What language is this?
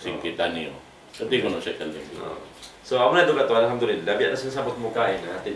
Tausug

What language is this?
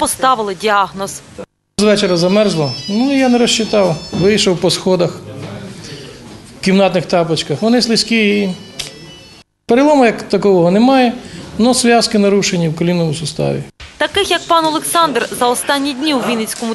Ukrainian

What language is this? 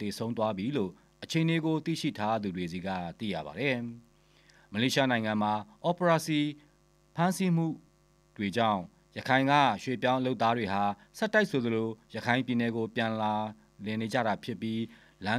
Burmese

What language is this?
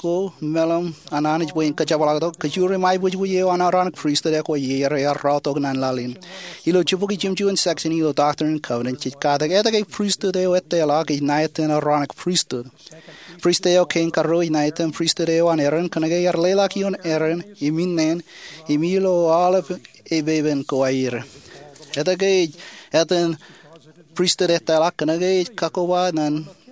Marshallese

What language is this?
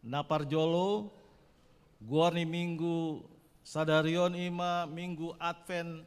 Batak Toba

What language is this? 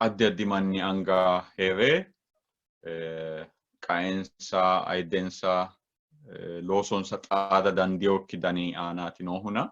Sidamo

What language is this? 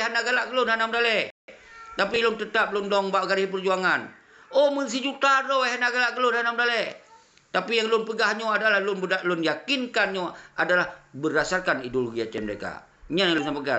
Achinese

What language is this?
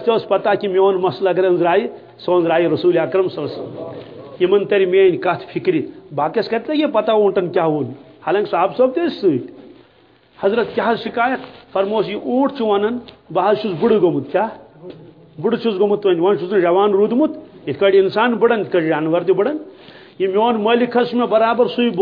Kashmiri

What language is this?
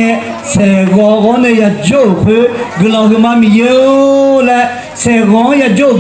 Akha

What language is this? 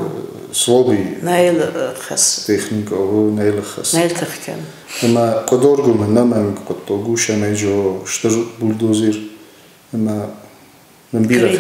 Ossetic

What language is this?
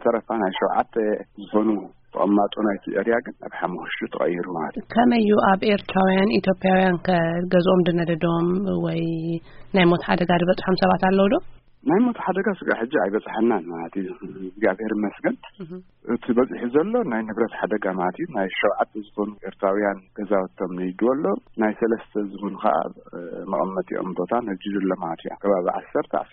Tigrinya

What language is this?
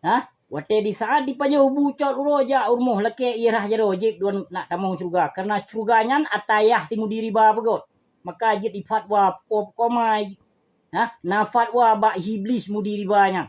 Achinese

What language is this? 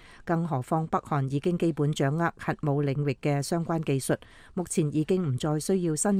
Cantonese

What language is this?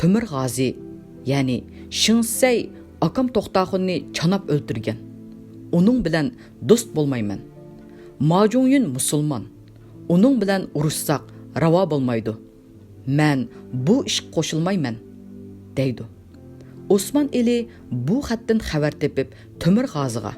Uyghur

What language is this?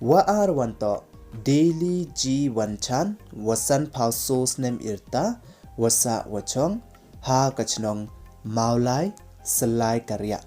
Pnar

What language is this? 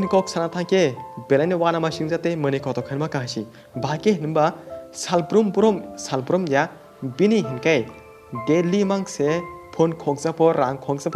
Kok Borok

